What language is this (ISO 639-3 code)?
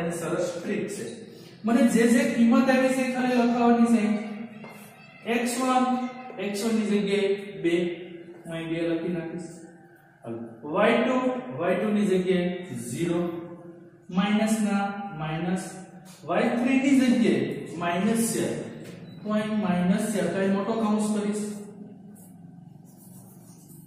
guj